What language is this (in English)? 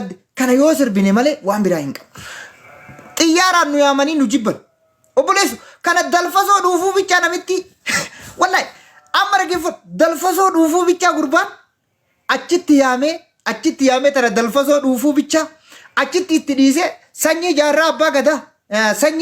Oromo